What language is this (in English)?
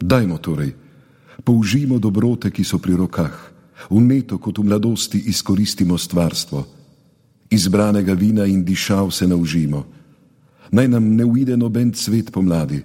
Slovenian